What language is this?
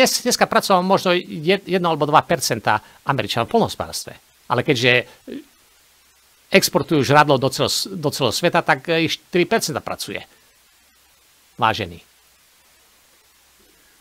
Slovak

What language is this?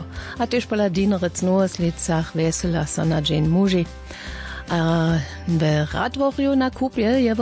Upper Sorbian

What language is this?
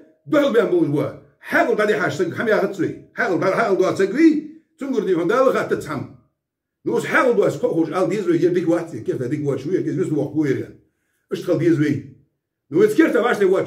Ingush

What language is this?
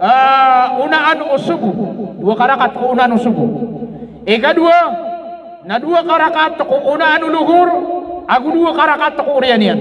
Maranao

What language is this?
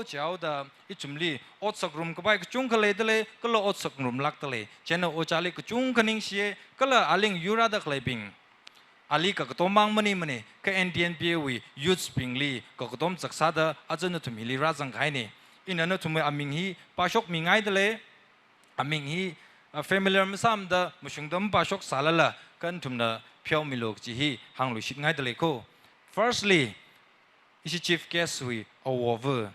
Tangkhul Naga (India)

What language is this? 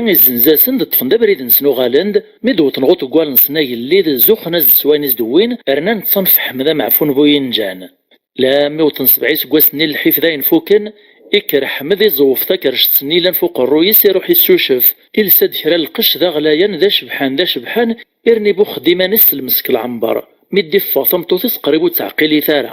Kabyle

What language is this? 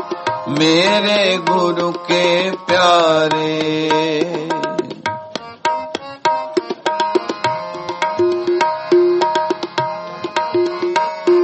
Punjabi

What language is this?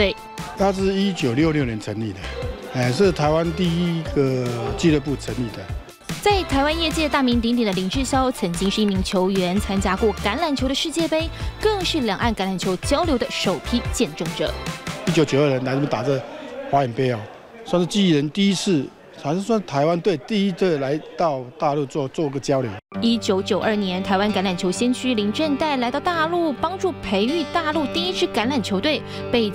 Chinese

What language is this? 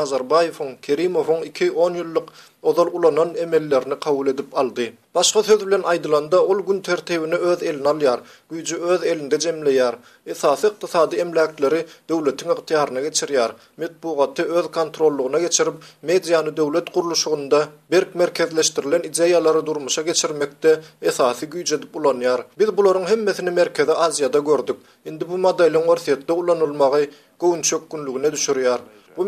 Turkmen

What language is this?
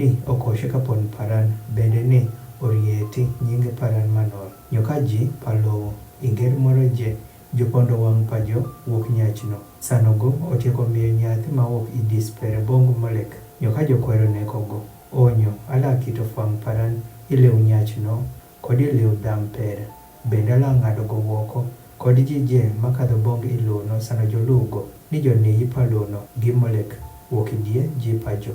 Adhola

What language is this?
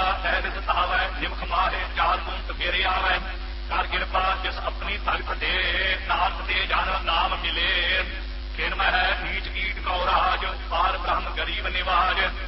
Punjabi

